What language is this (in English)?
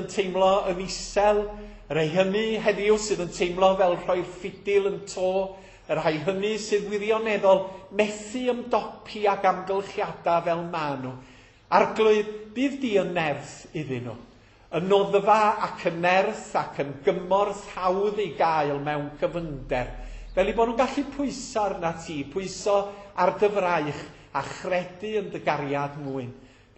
Welsh